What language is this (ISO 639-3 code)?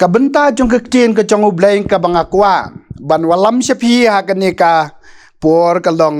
kha